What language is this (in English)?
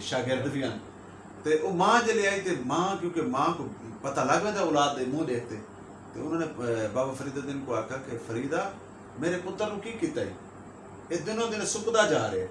Saraiki